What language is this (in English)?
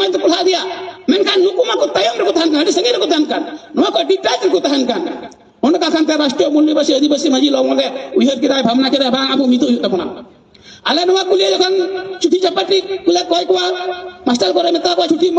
Santali